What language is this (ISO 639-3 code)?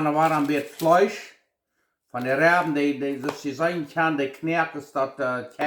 pdt